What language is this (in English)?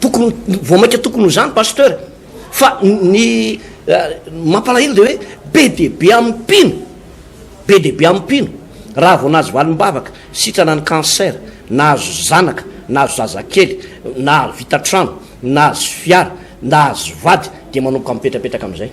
Malagasy